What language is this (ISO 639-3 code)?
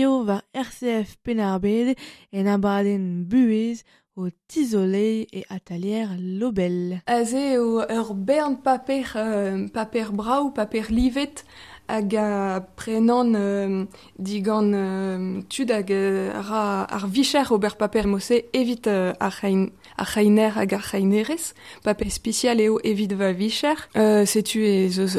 bre